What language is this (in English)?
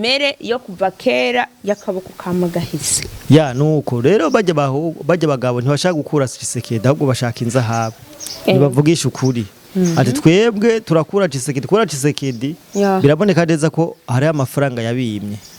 Rundi